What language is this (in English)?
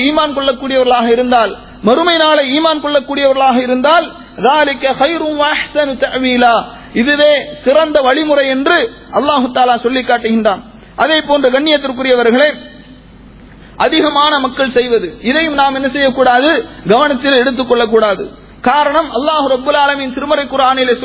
Tamil